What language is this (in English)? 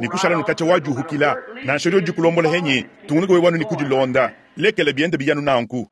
Luba-Lulua